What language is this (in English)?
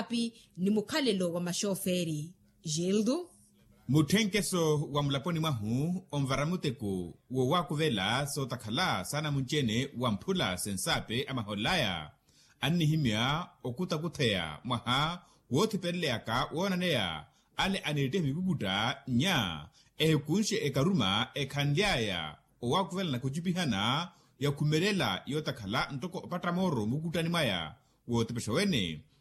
Makhuwa